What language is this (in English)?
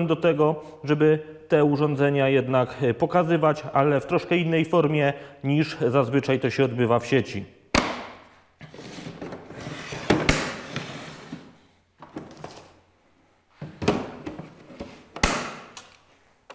Polish